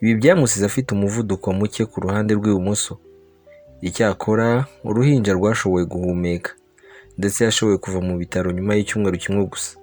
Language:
Kinyarwanda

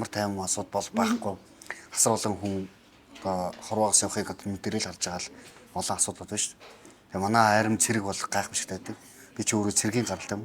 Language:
Mongolian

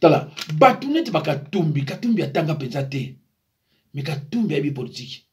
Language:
Lingala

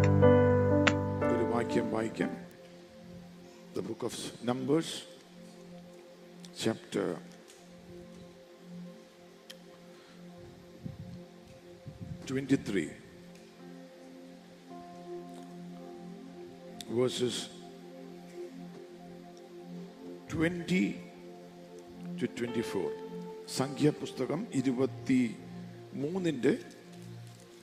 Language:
Malayalam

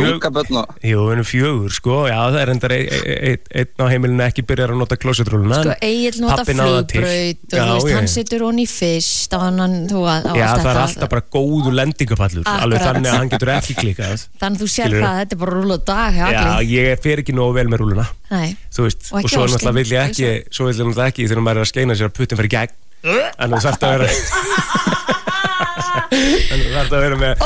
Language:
Icelandic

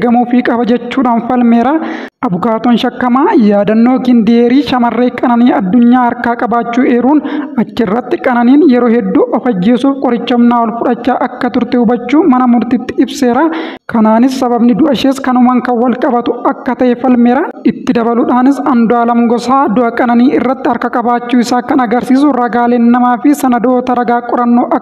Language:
Oromo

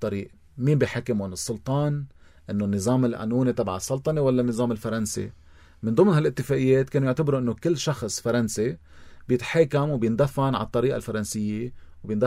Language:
North Levantine Arabic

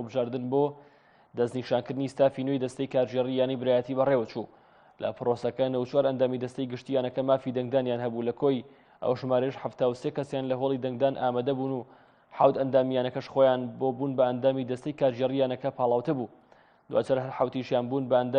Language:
Central Kurdish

